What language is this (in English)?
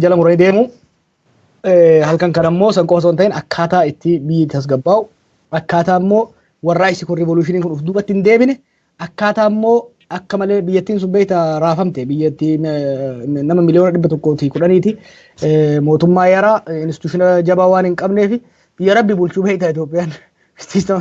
Oromo